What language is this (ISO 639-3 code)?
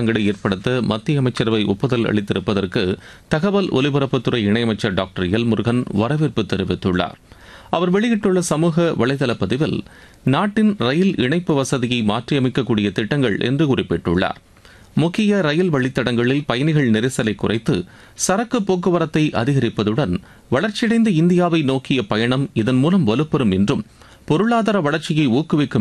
tam